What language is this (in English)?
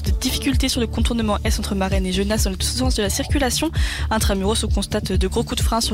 French